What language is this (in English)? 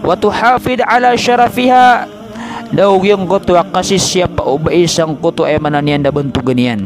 Maranao